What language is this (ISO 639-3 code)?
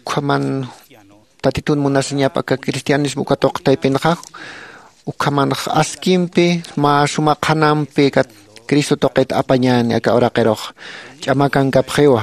aym